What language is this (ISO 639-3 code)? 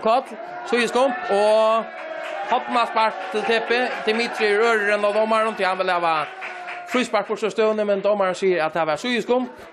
fao